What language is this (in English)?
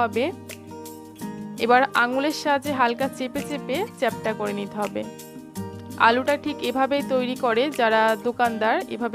Bangla